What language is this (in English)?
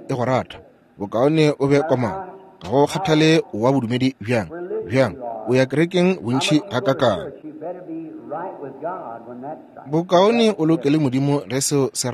Northern Sotho